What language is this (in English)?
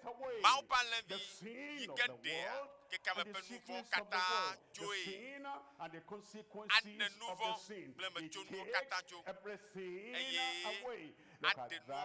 Ewe